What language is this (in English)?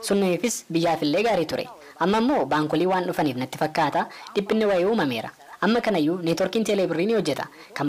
Oromo